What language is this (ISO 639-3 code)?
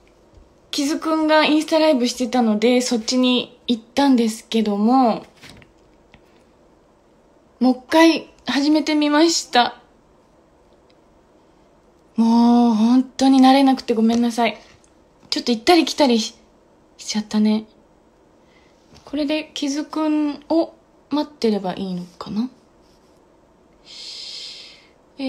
jpn